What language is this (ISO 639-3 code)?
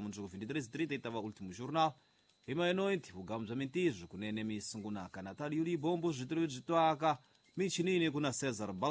tso